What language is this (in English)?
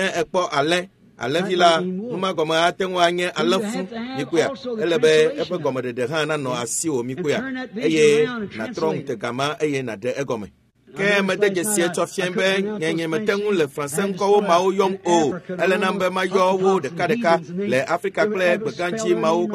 Ewe